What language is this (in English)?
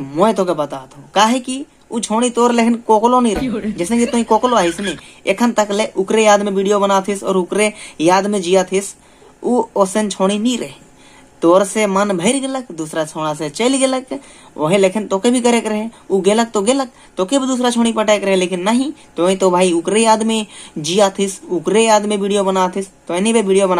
Sadri